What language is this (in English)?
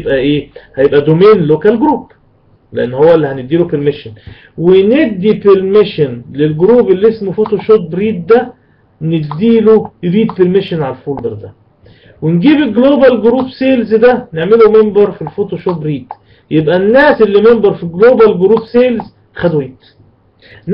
Egyptian Arabic